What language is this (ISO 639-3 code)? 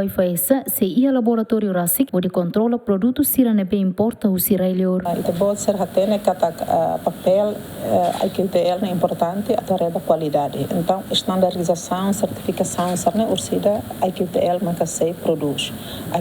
tet